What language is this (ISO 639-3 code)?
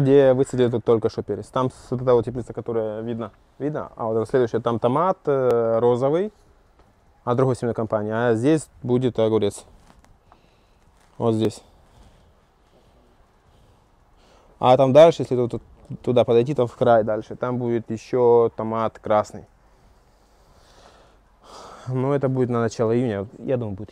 rus